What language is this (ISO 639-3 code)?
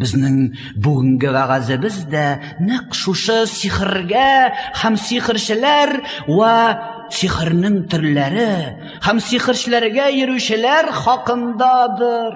tat